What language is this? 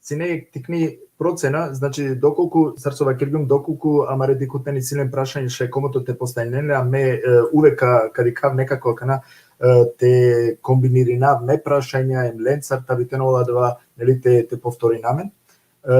Balkan Romani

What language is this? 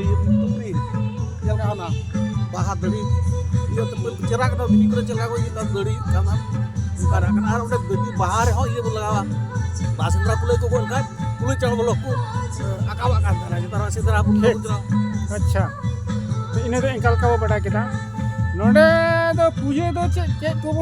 Santali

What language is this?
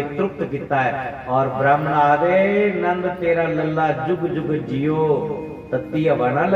Dogri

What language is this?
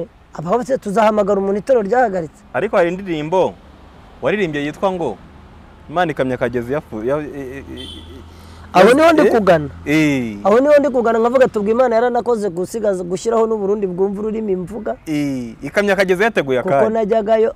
Kinyarwanda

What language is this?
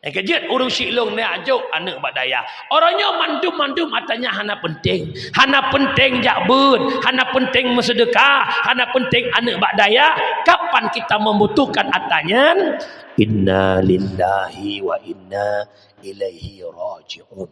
Achinese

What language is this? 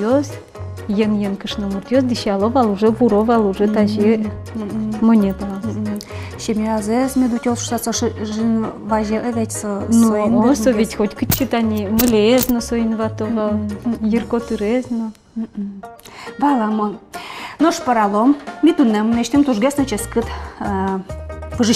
Udmurt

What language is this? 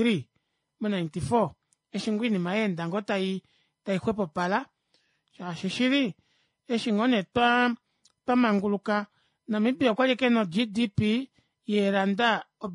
Kuanyama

